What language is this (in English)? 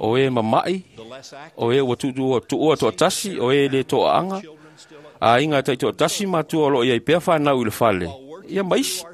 Samoan